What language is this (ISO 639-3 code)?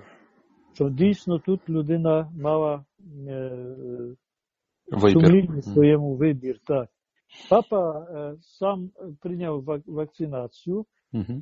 ukr